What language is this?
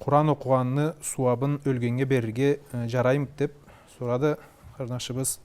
Karachay-Balkar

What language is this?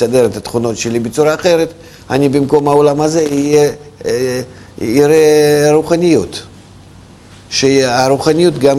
Hebrew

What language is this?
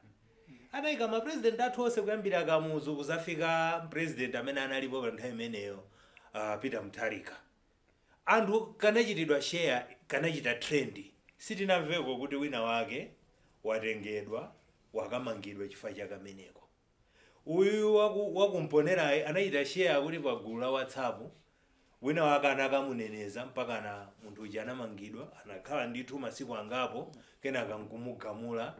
Nyanja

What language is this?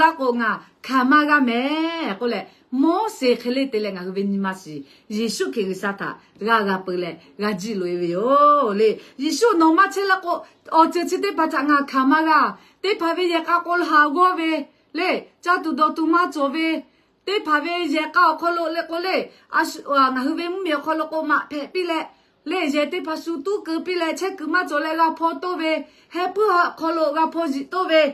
Lahu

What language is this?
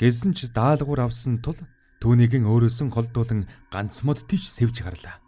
Mongolian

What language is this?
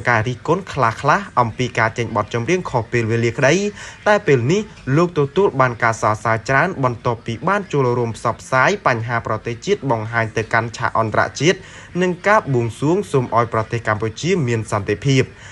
Khmer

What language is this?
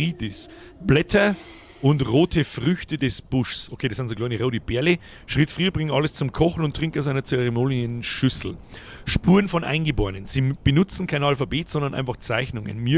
Bavarian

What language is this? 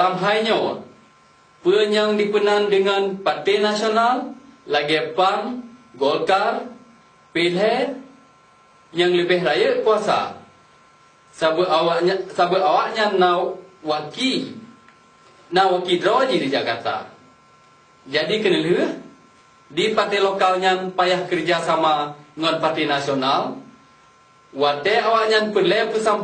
Achinese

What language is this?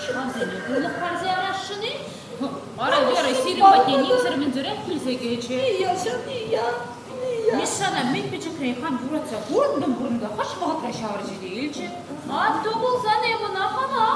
Chuvash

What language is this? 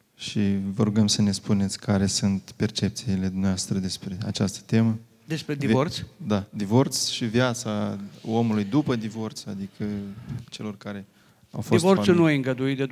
Romanian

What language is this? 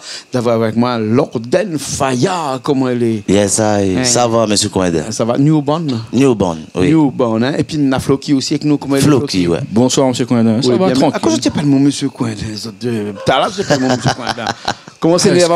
Réunion Creole French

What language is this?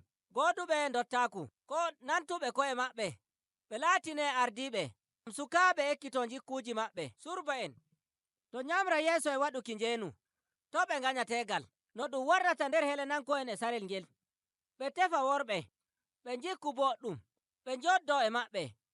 Nigerian Fulfulde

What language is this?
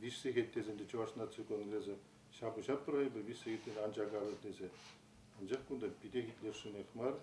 Chuvash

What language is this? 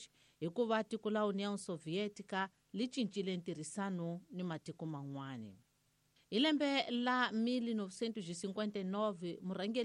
Tsonga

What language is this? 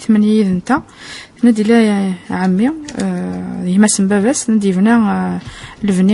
Kabyle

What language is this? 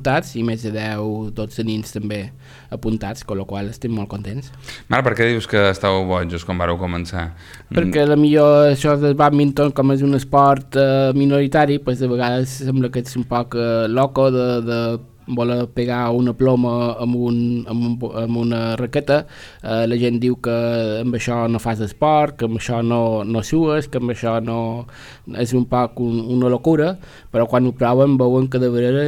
Catalan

